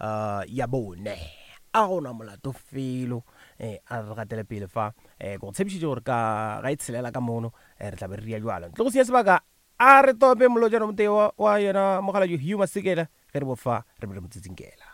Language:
Northern Sotho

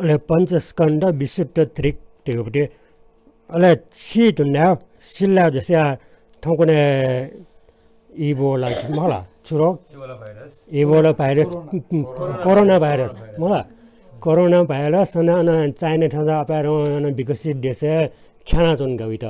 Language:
Newari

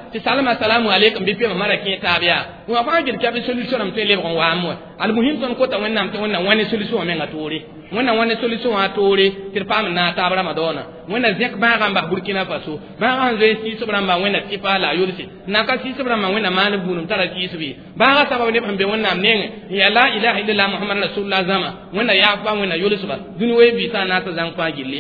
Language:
Mossi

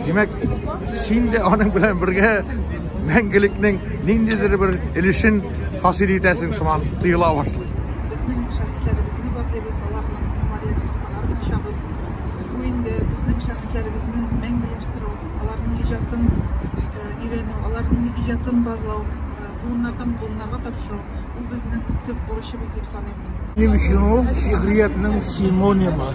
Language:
Tatar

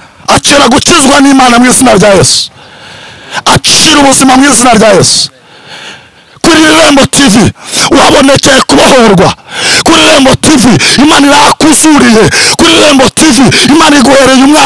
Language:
Kinyarwanda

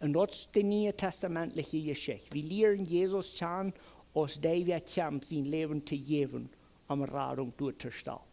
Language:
Plautdietsch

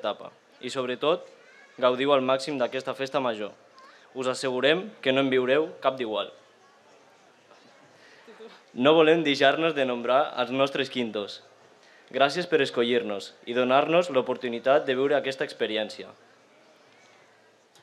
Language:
Catalan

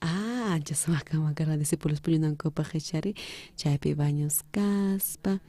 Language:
South Bolivian Quechua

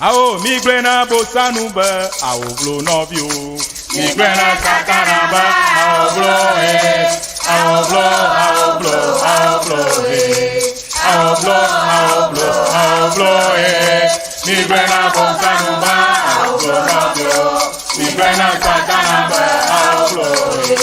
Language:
Ewe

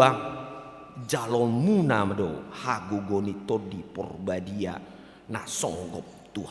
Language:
Batak Toba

